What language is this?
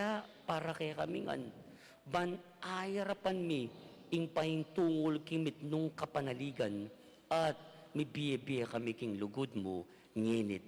Pampanga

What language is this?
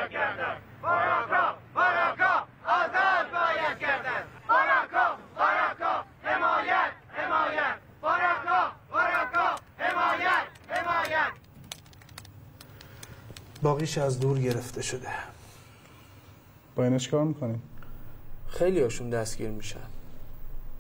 Persian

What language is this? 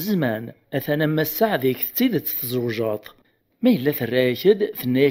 Kabyle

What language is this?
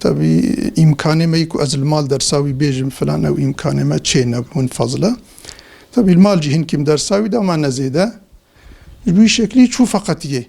Kurdish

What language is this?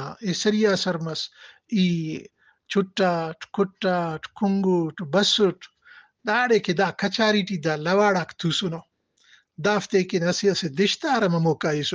Brahui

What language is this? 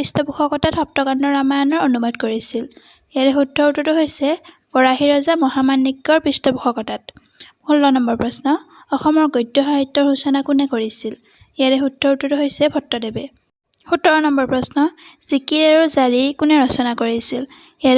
Assamese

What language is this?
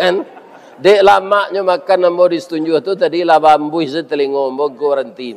Minangkabau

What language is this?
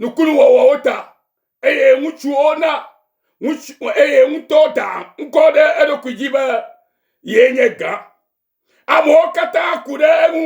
Ewe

